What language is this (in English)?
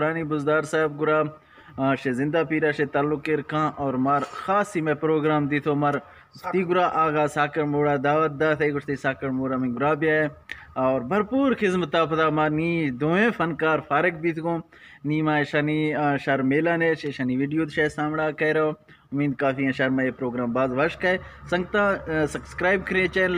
Eastern Balochi